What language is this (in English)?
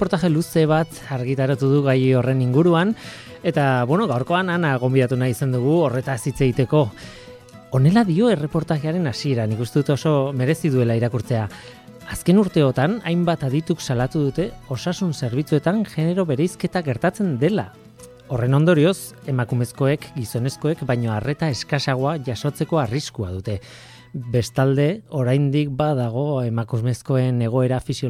Basque